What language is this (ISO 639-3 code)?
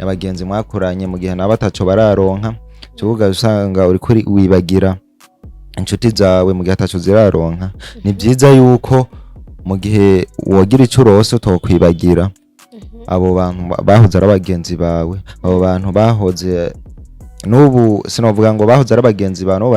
run